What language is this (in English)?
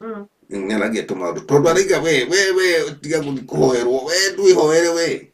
Kikuyu